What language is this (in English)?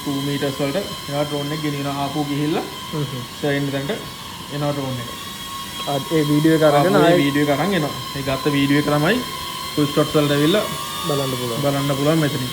Sinhala